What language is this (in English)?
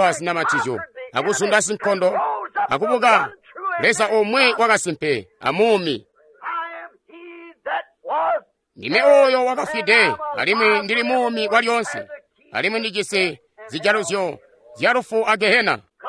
Tonga (Zambia)